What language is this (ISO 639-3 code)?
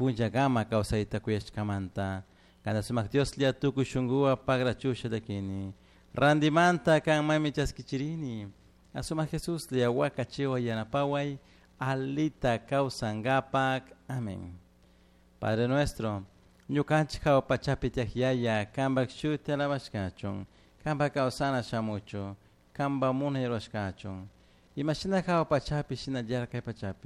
qug